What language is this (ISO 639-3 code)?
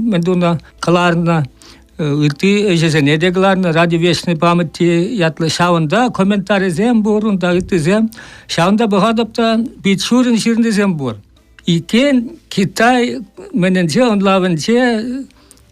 chv